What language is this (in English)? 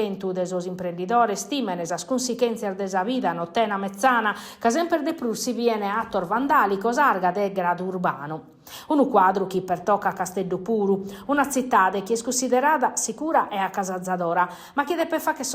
Sardinian